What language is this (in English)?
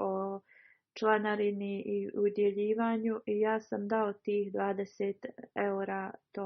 Bosnian